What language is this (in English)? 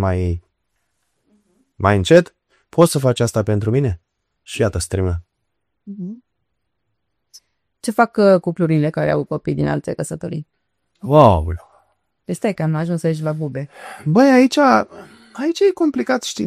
Romanian